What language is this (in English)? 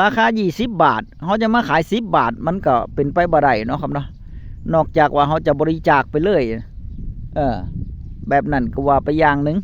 Northeastern Thai